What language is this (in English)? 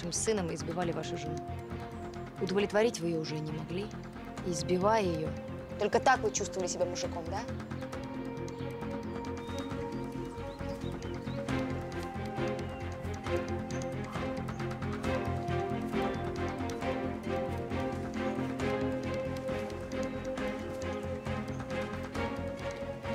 Russian